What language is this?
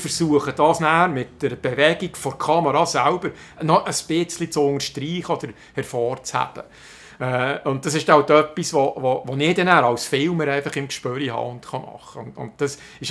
Swiss German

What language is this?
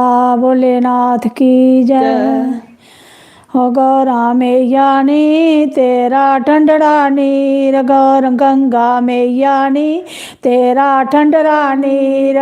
Dogri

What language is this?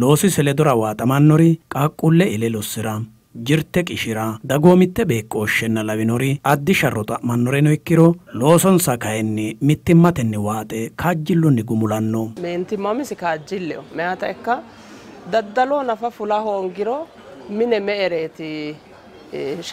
Sidamo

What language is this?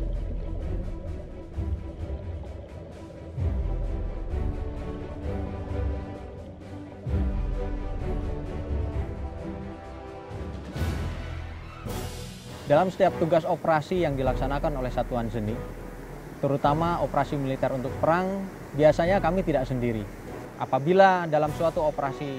Indonesian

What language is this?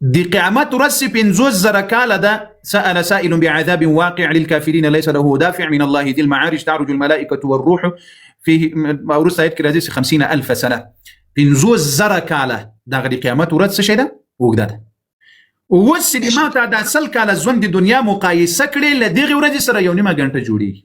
Pashto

